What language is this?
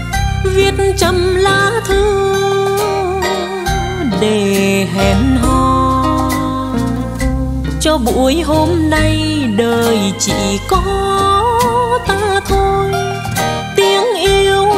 Vietnamese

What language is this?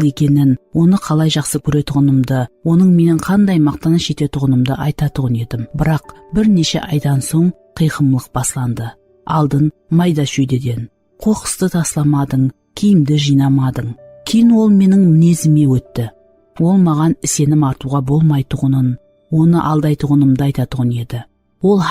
Kara-Kalpak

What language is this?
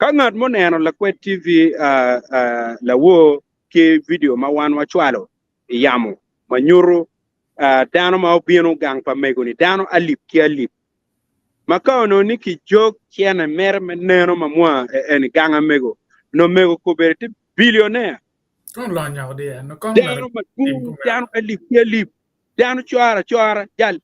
Acoli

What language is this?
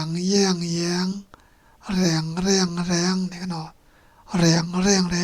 Shan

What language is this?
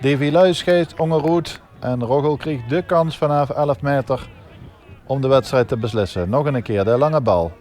Limburgish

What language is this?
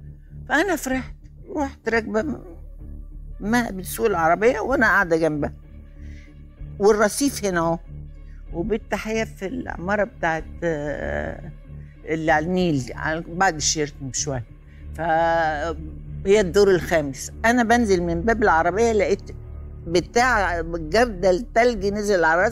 Egyptian Arabic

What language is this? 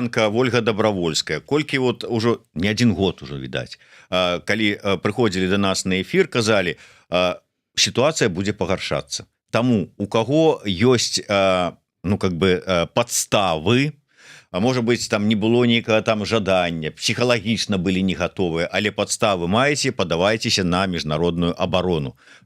Belarusian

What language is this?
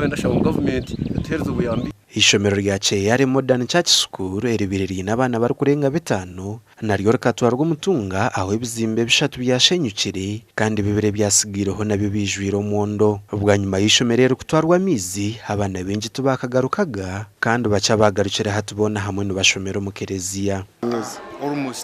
Nyankole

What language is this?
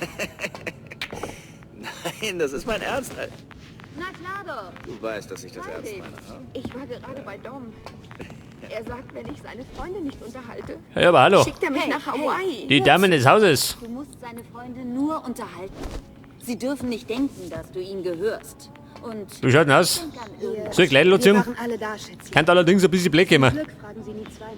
Bavarian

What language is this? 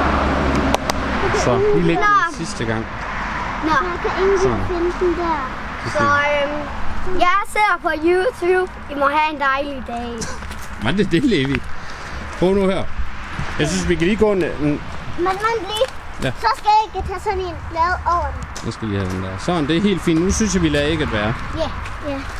Danish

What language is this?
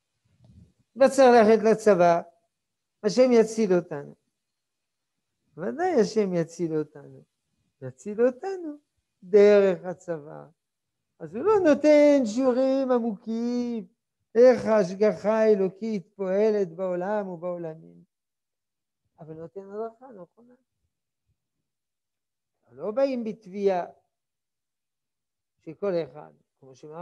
Hebrew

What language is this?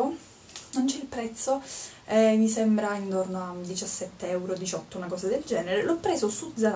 Italian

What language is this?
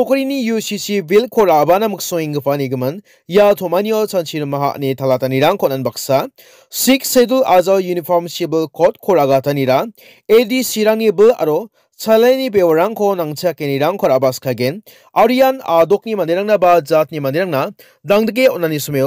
Garo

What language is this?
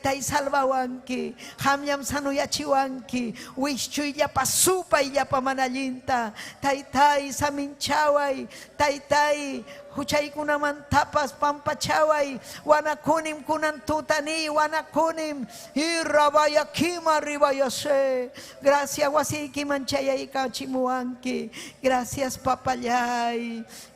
Ayacucho Quechua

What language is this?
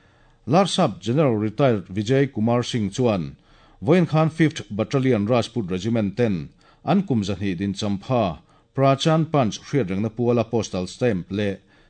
Mizo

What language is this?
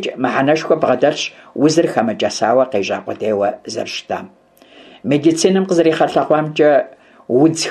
Kabardian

